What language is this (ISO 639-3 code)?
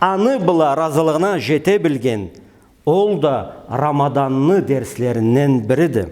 krc